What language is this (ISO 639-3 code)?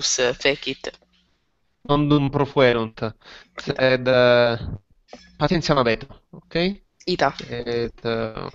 lat